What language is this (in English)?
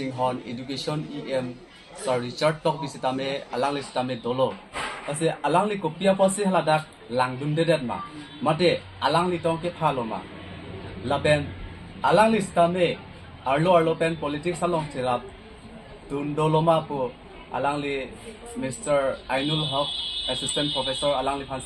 Karbi